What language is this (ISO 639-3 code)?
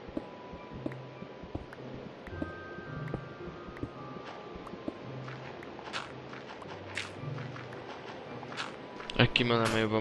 est